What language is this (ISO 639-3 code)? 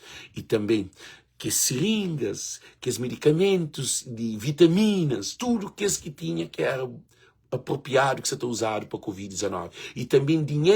kea